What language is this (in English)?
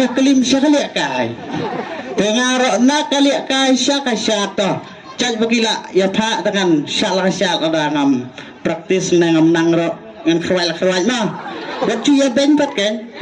Khasi